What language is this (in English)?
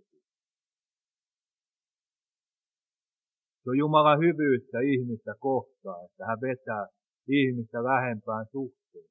Finnish